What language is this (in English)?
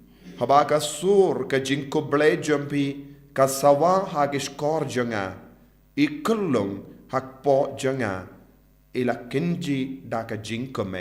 Khasi